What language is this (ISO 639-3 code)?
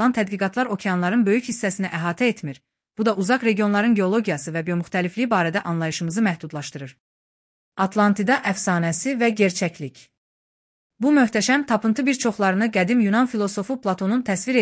aze